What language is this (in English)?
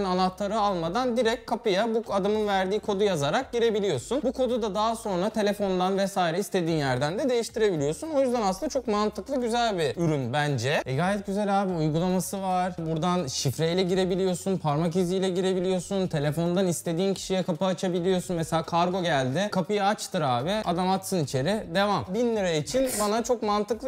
Turkish